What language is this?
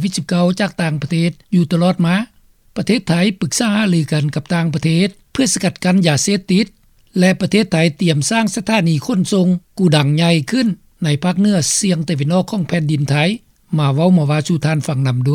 Lao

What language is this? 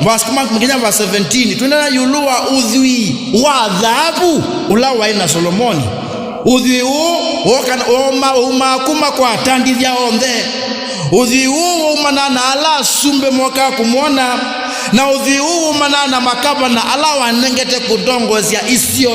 Kamba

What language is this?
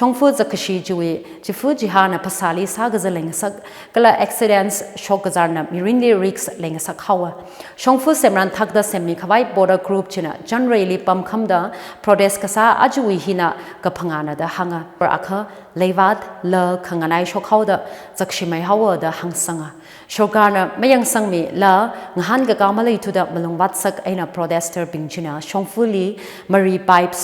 Tangkhul Naga (India)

